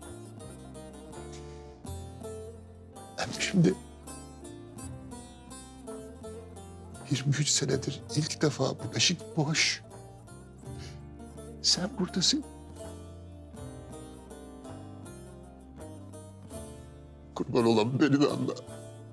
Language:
Turkish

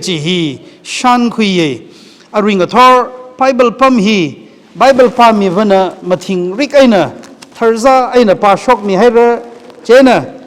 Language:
Tangkhul Naga (India)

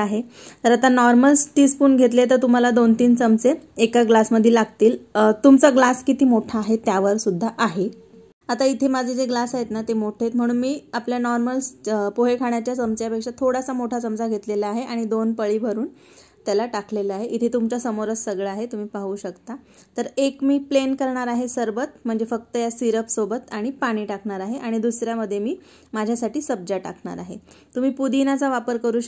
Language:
Marathi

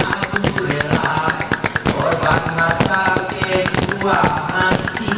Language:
Gayo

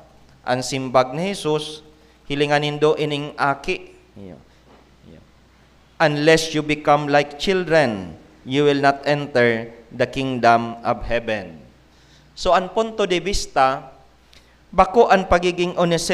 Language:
Bikol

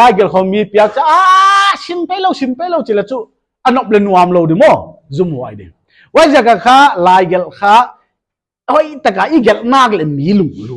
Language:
Paite Chin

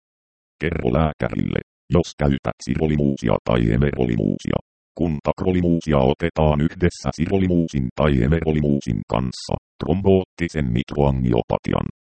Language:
Finnish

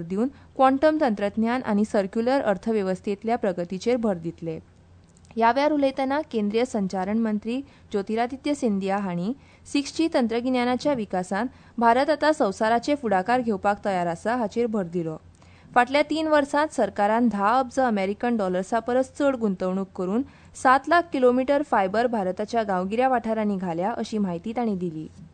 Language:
Konkani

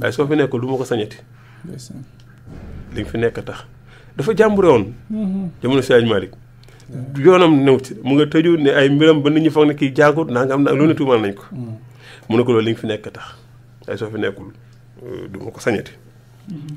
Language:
Wolof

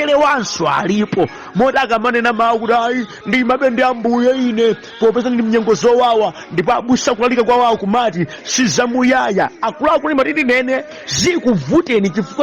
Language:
Nyanja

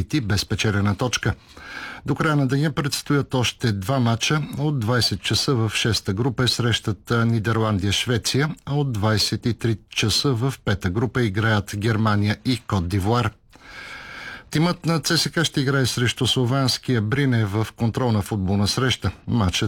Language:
Bulgarian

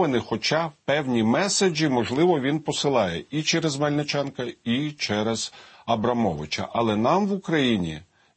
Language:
Ukrainian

